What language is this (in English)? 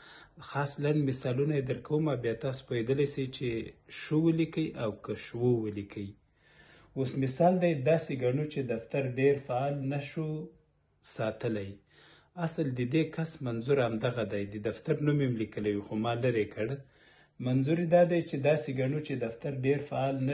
Pashto